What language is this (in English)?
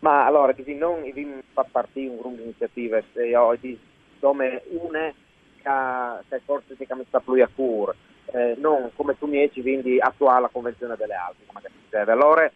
Friulian